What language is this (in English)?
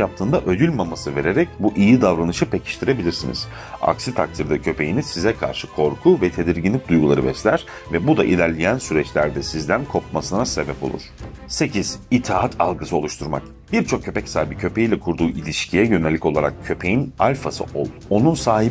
Turkish